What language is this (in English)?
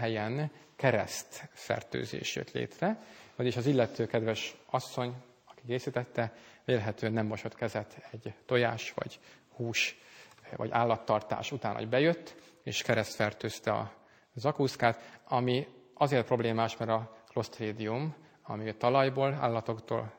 Hungarian